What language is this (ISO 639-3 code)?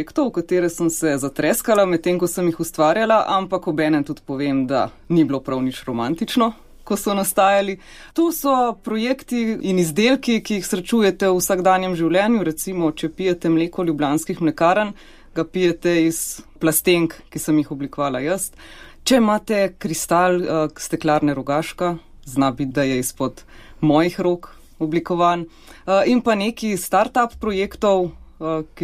slv